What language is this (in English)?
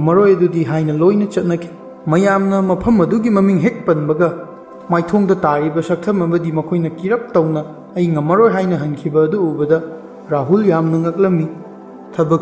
Manipuri